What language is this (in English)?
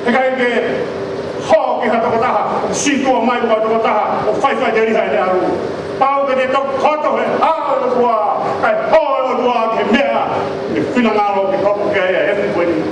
Tongan